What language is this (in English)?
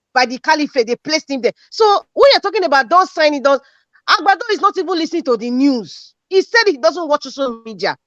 Nigerian Pidgin